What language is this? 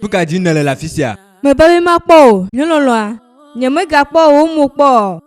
Ewe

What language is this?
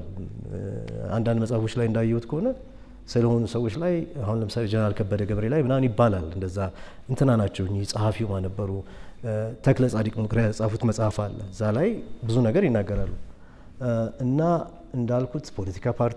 Amharic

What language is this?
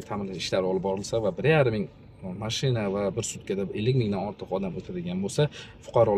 Uzbek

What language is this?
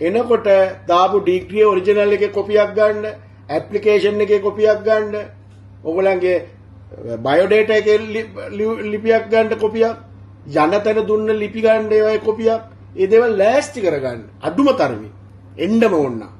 Sinhala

